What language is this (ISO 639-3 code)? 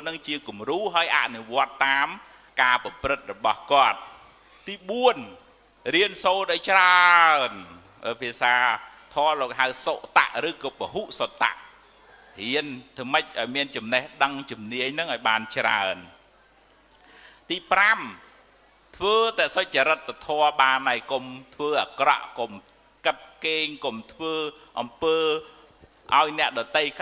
khm